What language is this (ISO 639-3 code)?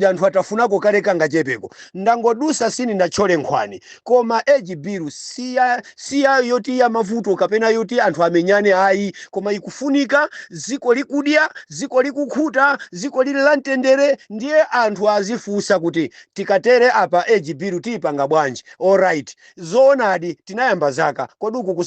nya